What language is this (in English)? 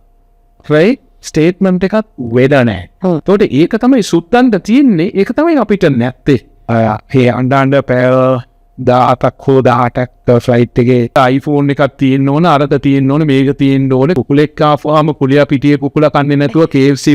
Sinhala